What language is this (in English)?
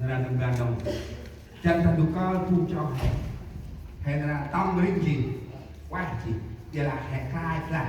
Central Mnong